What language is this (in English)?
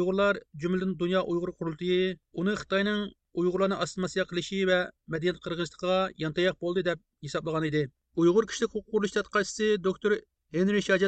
Uyghur